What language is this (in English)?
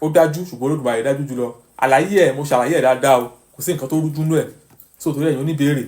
Yoruba